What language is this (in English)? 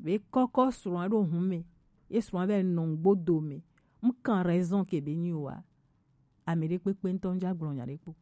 Gen